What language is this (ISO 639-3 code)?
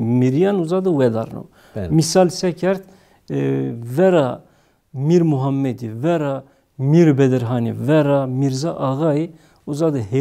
zza